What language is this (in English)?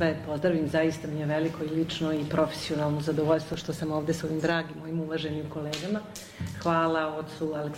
Serbian